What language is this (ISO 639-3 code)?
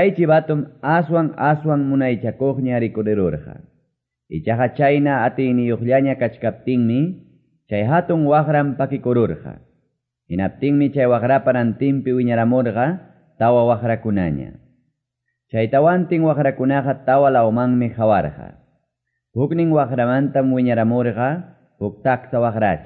que